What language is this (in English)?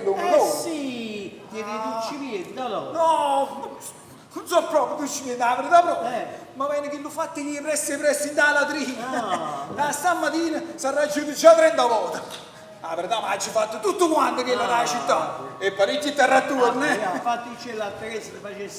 Neapolitan